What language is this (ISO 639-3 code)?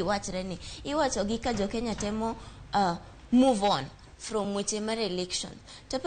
luo